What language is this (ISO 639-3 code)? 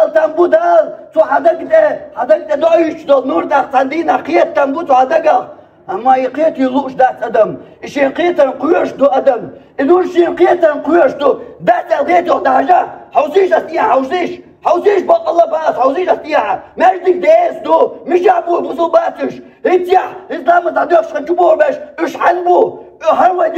che